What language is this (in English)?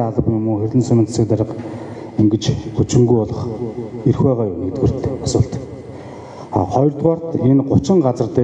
Mongolian